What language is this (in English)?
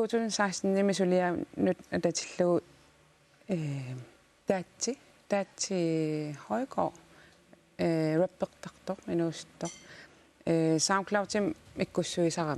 Kalaallisut